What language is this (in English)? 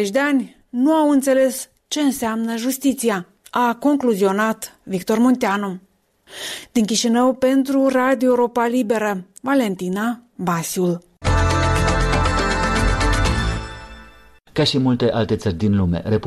Romanian